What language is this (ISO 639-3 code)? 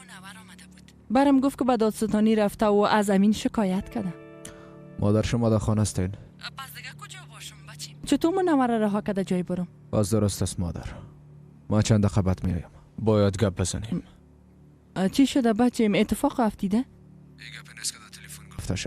fas